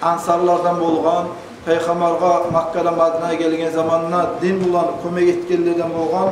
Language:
Kumyk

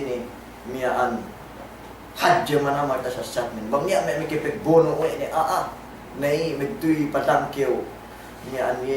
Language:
Yakan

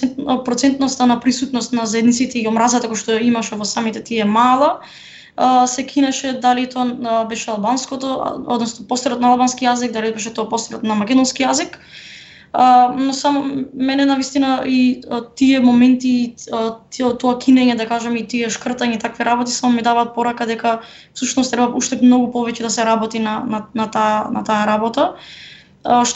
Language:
Macedonian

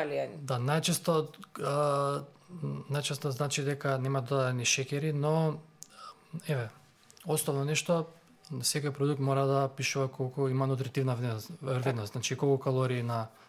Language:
Macedonian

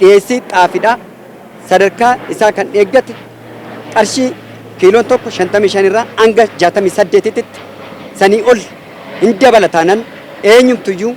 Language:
Oromo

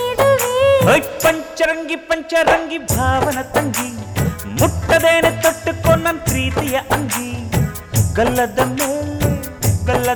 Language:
Kannada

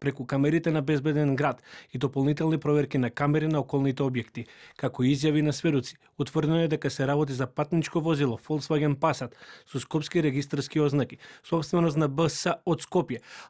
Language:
Macedonian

